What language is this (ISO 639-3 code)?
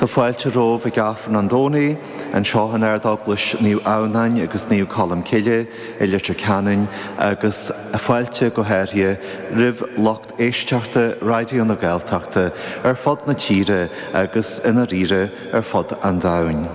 gle